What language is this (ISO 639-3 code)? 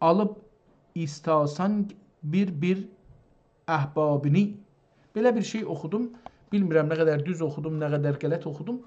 azb